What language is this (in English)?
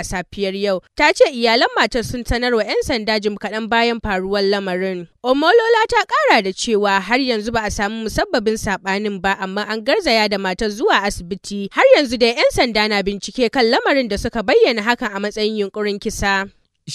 Hausa